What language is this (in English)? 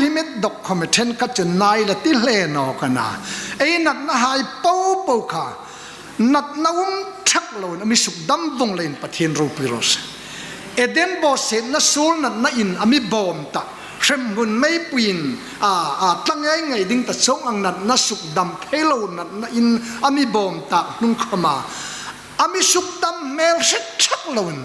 Hmar